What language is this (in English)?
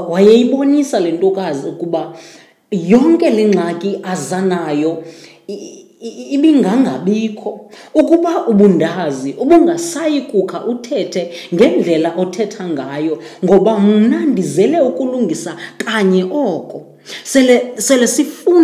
Xhosa